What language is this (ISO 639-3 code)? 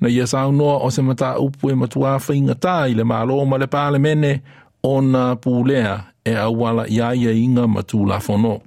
smo